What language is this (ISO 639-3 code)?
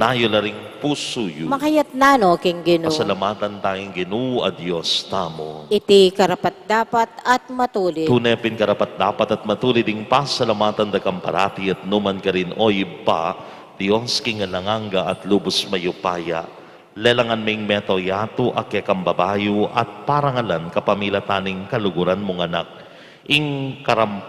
pam